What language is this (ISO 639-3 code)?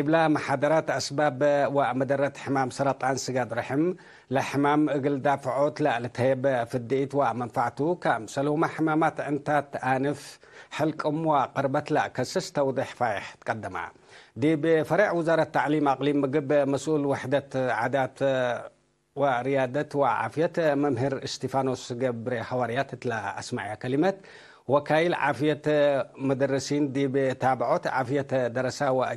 tig